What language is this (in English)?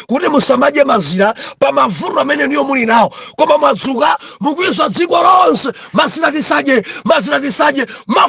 Nyanja